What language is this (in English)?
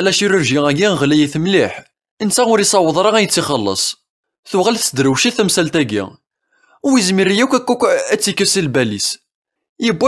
Kabyle